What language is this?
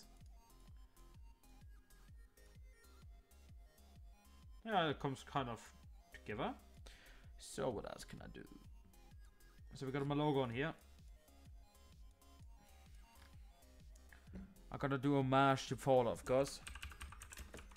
English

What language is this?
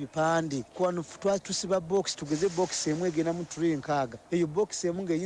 Ganda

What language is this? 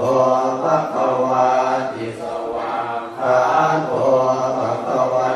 Pali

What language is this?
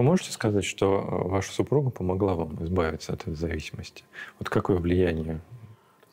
Russian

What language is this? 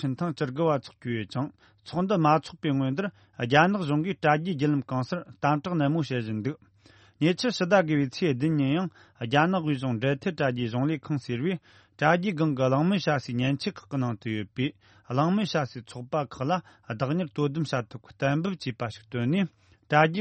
Tibetan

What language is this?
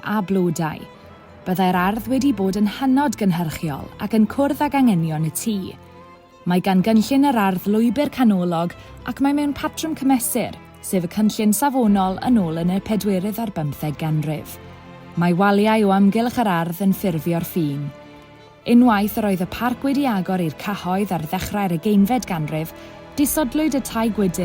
Welsh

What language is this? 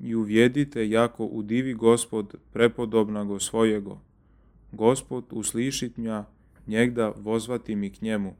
Church Slavic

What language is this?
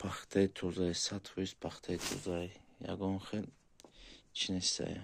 Tajik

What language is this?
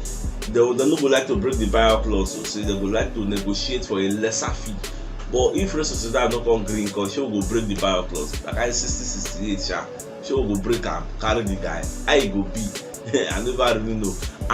Nigerian Pidgin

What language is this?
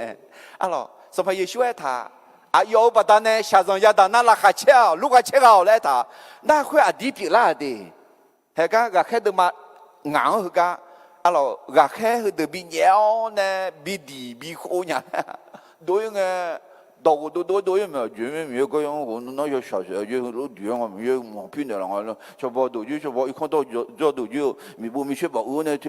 Akha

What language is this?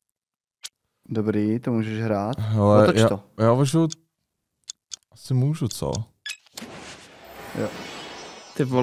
Czech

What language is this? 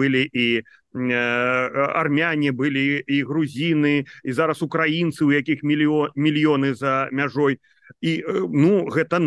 Belarusian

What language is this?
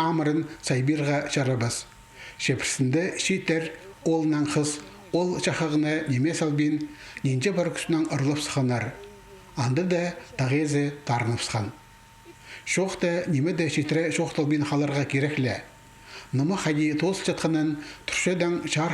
Khakas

